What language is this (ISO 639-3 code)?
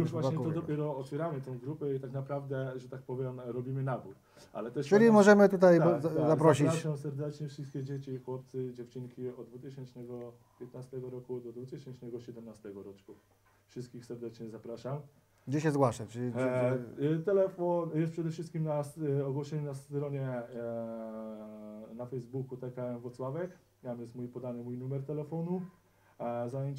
pol